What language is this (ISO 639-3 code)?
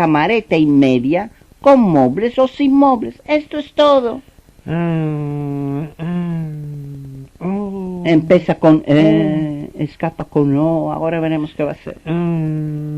lad